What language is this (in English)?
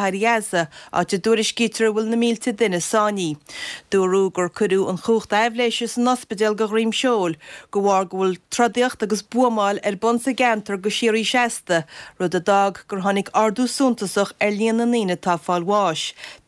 Irish